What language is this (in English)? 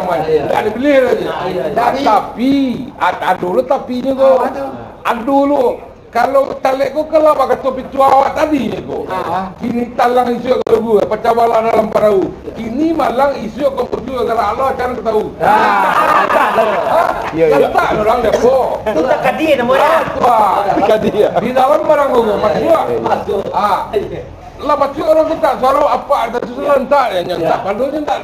Minangkabau